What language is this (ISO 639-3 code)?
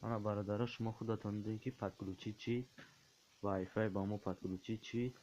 tgk